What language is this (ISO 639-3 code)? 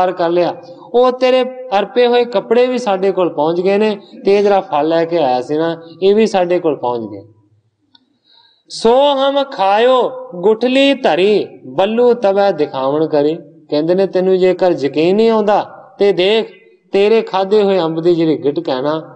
pan